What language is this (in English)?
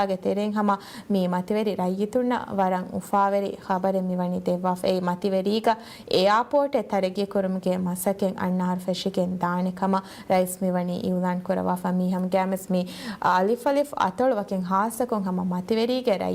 Divehi